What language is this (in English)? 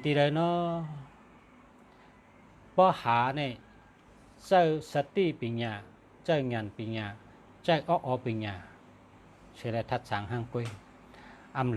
Shan